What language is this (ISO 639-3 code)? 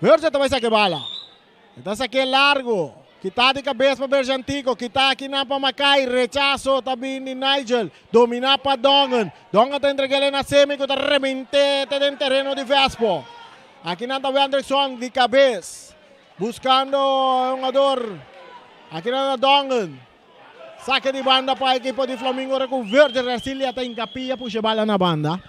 pap